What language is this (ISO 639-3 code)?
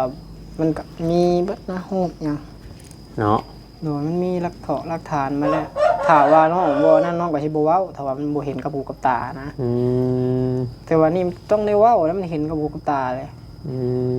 tts